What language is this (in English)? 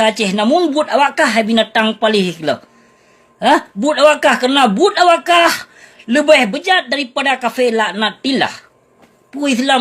Achinese